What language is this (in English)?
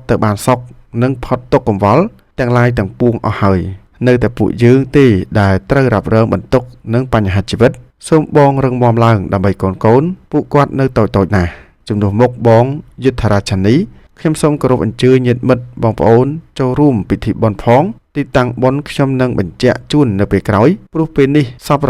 Khmer